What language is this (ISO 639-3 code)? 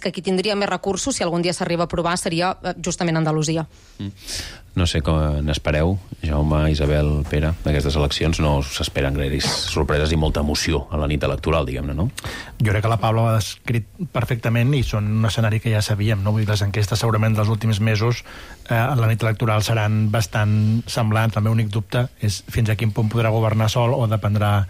cat